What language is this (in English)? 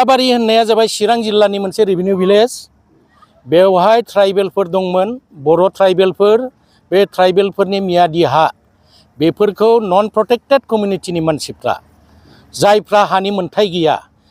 Bodo